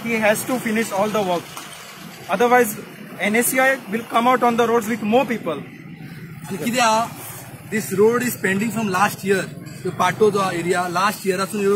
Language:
Konkani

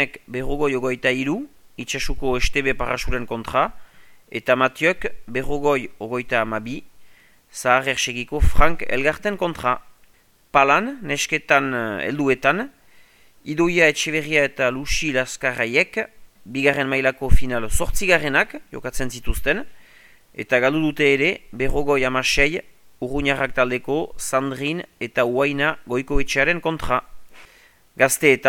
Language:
Basque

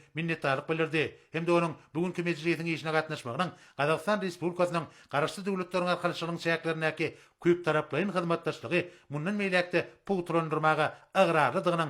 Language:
Turkmen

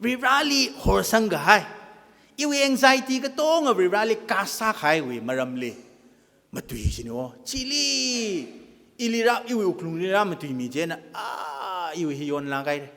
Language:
Tangkhul Naga (India)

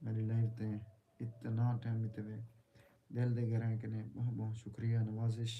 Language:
Saraiki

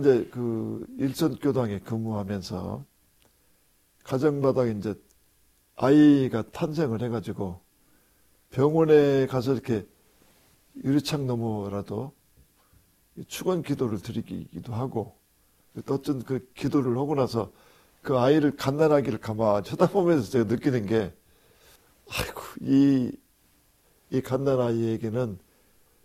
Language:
Korean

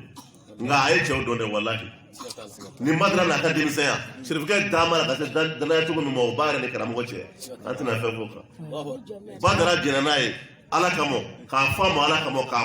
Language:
Bambara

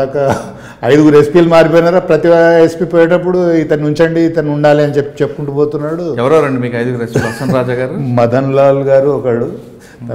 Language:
Telugu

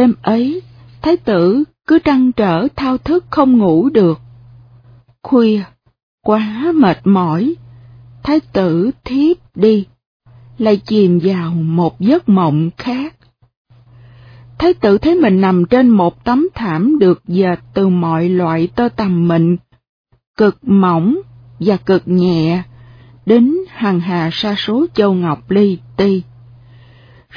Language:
Vietnamese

